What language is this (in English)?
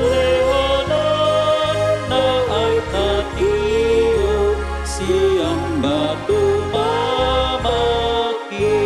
Batak Toba